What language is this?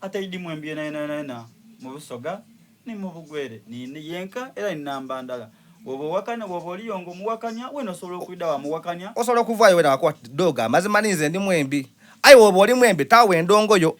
Soga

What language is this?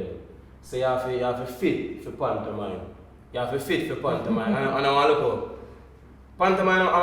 Jamaican Creole English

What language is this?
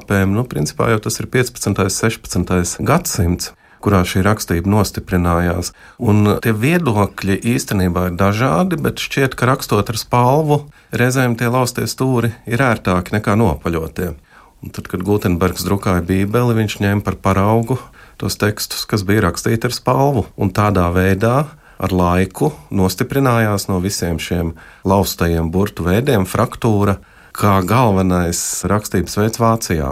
Latvian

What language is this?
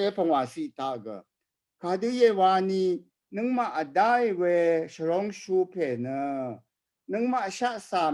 Rawang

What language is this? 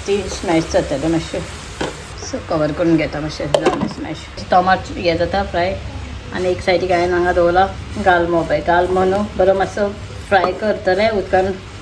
Konkani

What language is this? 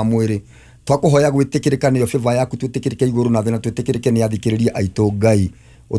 Kikuyu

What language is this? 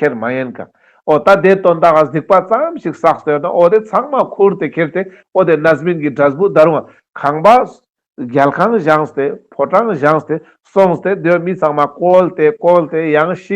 Ladakhi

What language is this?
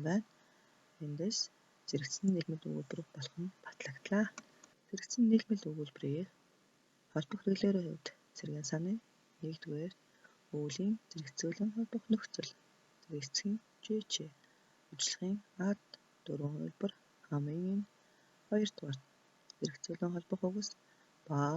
Mongolian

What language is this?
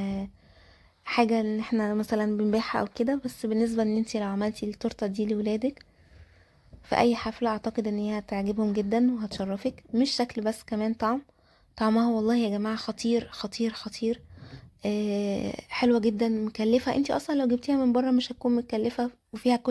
Egyptian Arabic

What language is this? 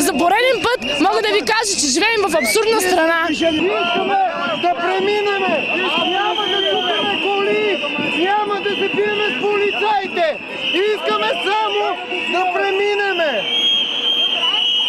Bulgarian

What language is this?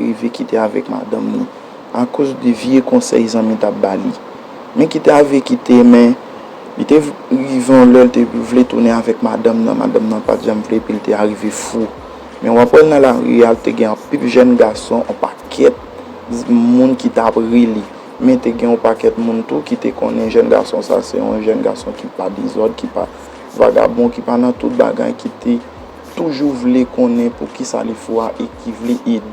Haitian Creole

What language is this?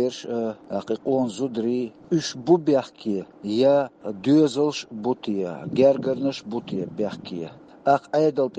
Chechen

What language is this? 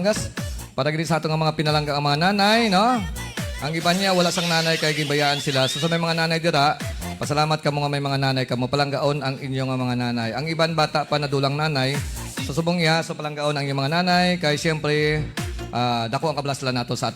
Hiligaynon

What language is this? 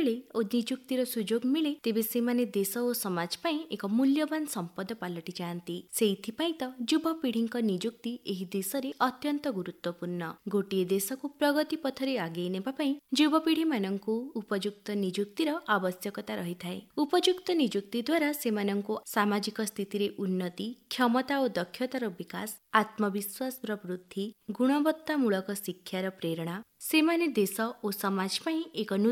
Odia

